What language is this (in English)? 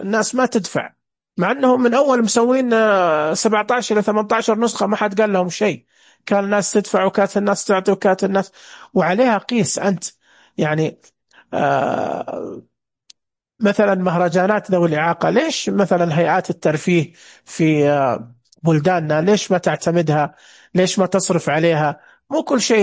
Najdi Arabic